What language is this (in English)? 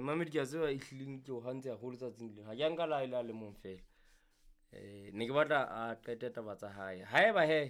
Southern Sotho